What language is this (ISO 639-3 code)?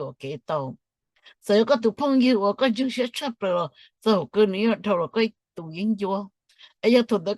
hmn